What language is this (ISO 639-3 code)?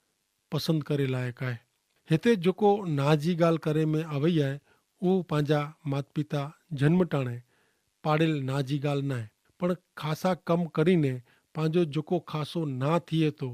kfr